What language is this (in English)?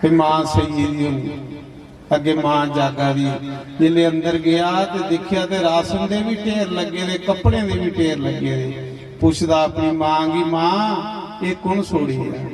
Dogri